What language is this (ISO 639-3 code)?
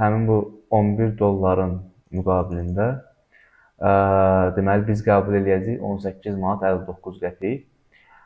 aze